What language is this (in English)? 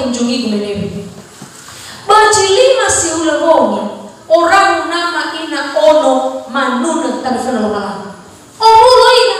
Nias